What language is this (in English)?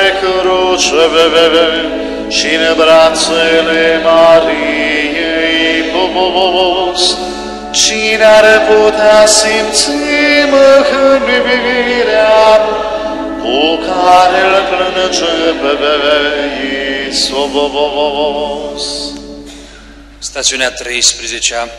Romanian